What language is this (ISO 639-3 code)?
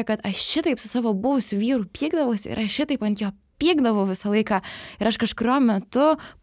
lit